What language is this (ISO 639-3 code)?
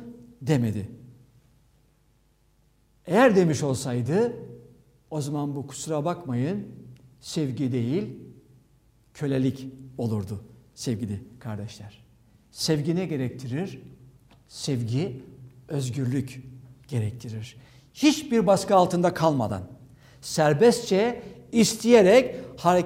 tur